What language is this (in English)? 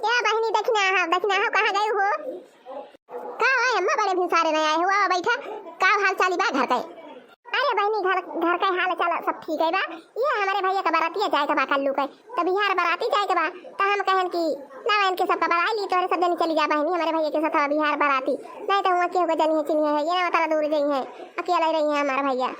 Awadhi